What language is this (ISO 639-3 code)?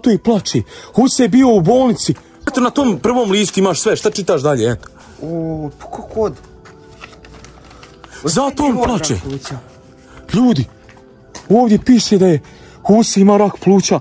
hrv